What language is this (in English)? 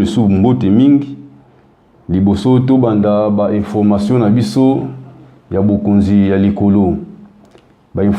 Lingala